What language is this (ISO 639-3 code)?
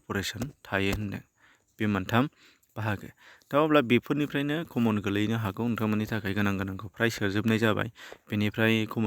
brx